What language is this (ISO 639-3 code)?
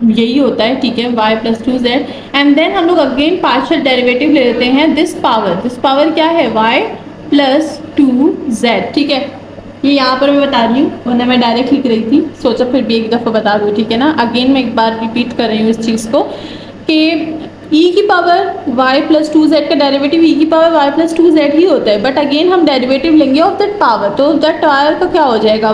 hin